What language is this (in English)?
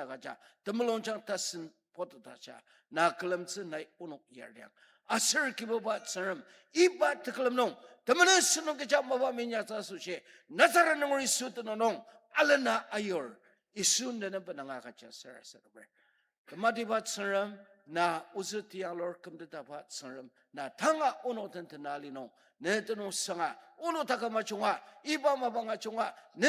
Ao Naga